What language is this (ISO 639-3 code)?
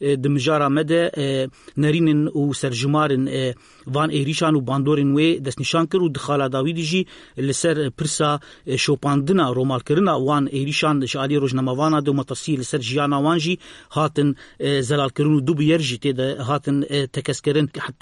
kur